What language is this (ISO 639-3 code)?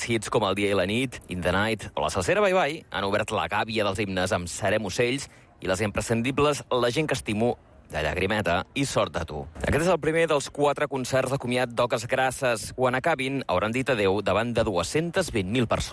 cat